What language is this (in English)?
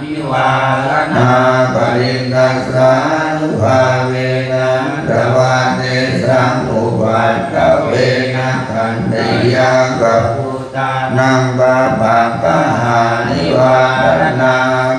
Pali